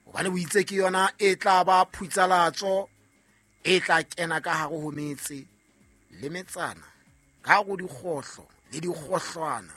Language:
Southern Sotho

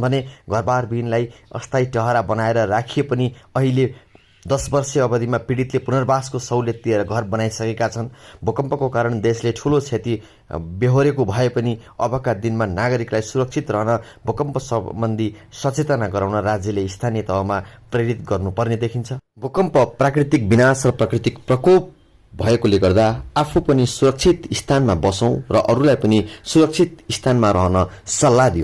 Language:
Nepali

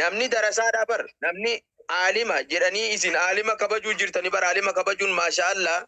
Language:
Oromo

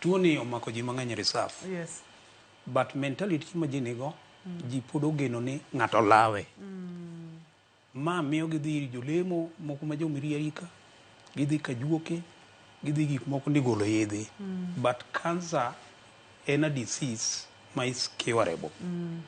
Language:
Luo (Kenya and Tanzania)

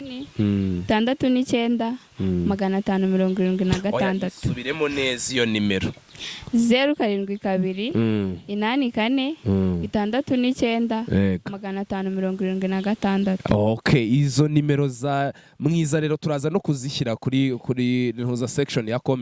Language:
Kinyarwanda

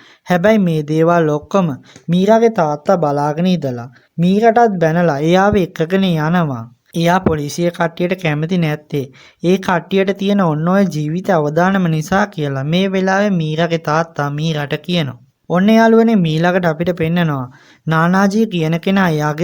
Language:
Sinhala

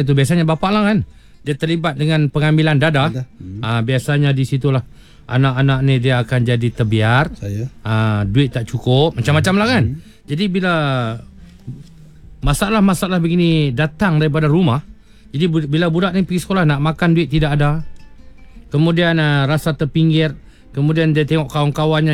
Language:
Malay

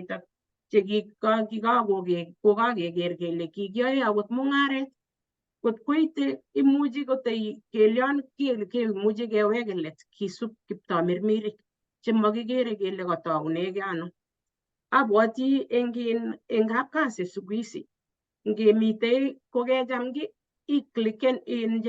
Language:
Kalenjin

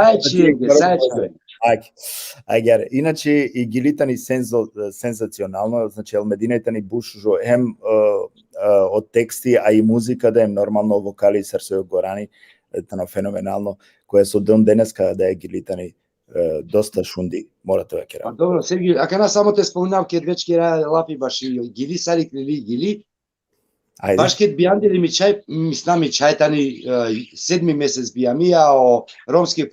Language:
Balkan Romani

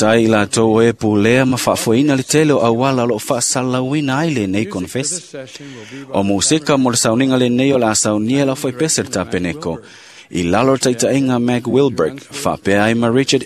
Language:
Samoan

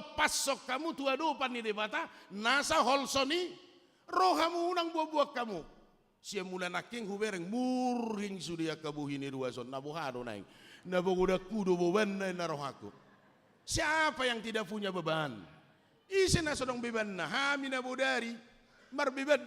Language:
Batak Toba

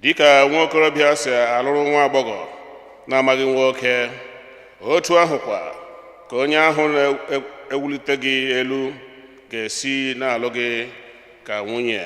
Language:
Igbo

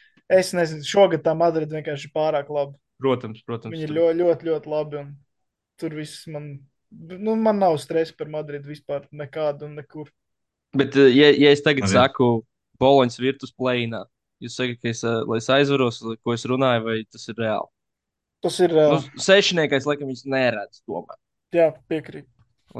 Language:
Latvian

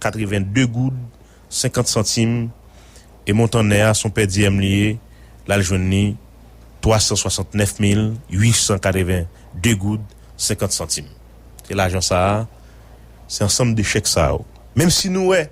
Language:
Haitian Creole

